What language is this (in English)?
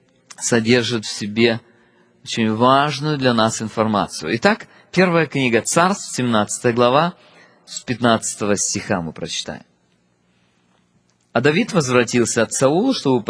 Russian